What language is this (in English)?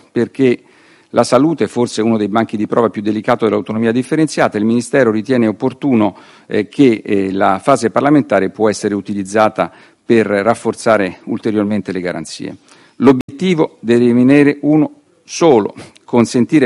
Italian